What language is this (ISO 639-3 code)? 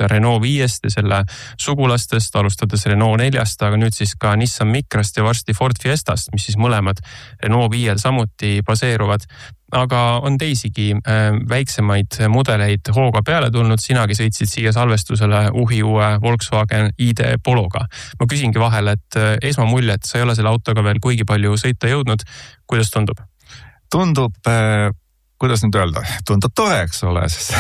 est